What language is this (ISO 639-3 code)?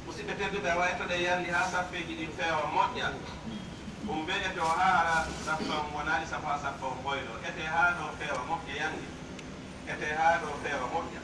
fuf